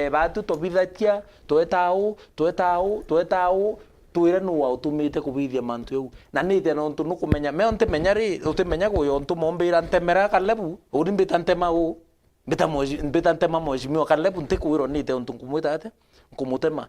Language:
Meru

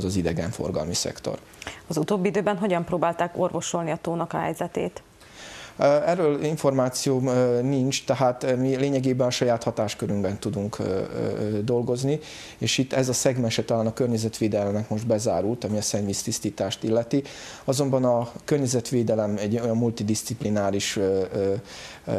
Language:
Hungarian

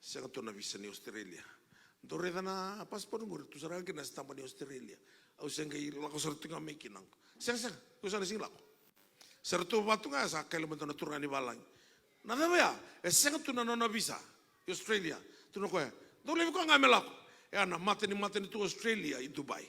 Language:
Fijian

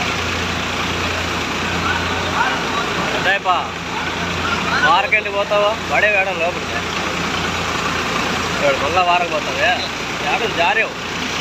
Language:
Telugu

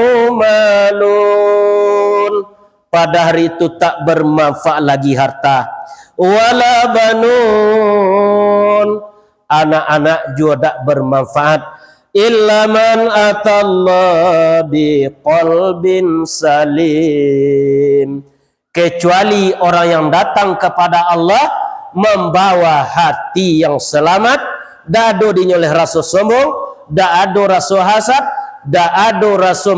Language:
Minangkabau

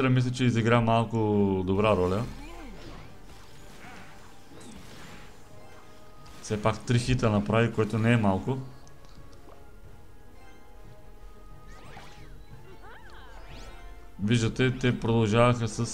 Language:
Bulgarian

